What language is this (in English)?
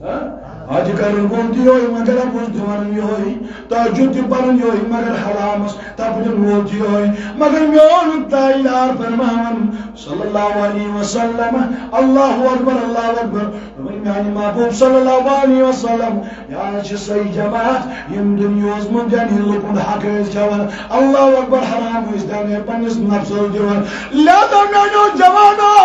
Kashmiri